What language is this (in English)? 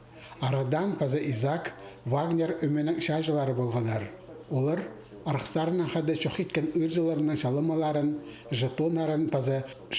Khakas